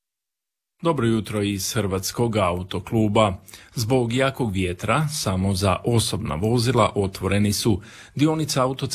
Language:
Croatian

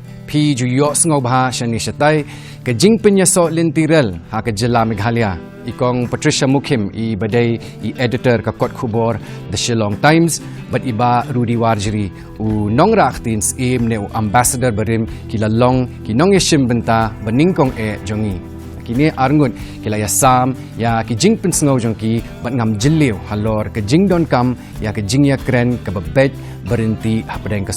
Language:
Khasi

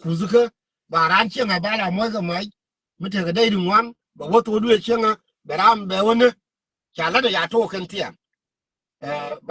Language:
Nuer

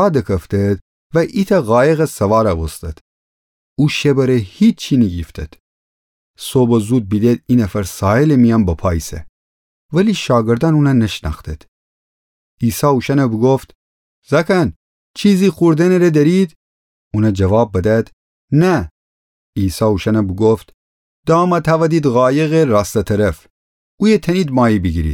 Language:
Gilaki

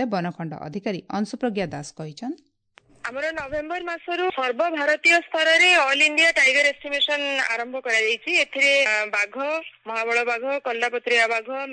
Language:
Odia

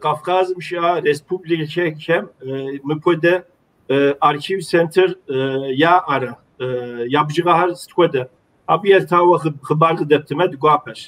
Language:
Kabardian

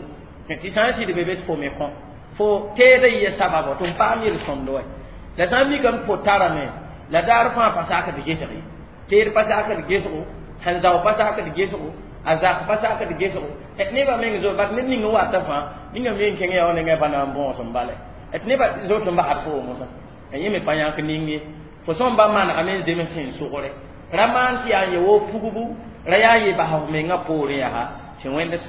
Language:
Mossi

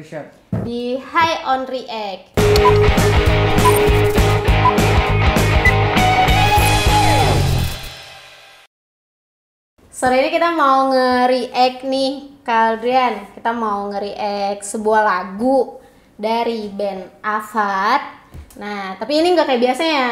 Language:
Indonesian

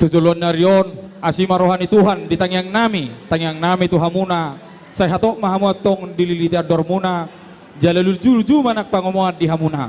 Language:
Batak Toba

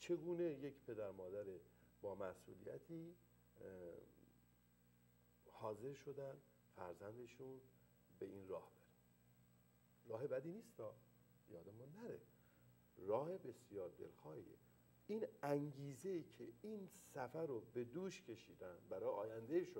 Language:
Persian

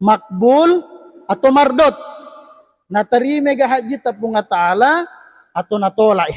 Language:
Buginese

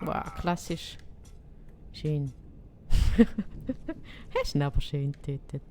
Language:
Swiss German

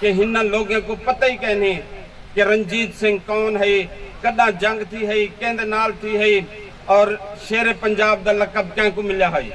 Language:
Saraiki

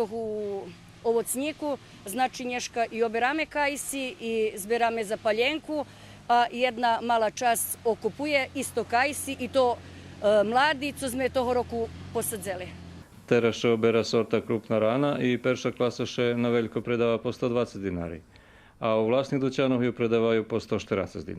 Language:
Rusyn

